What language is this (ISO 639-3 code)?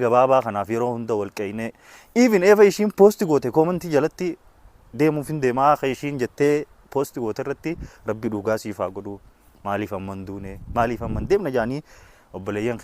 orm